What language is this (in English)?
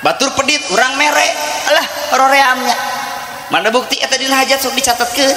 Sundanese